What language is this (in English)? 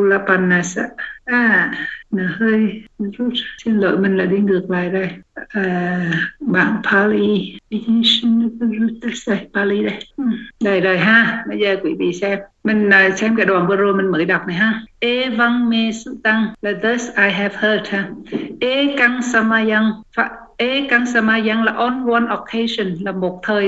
Vietnamese